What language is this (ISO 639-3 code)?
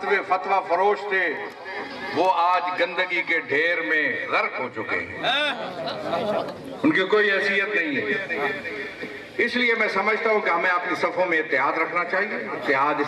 urd